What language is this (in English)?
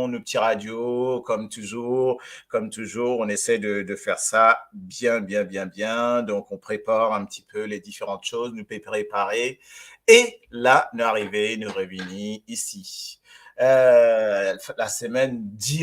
Morisyen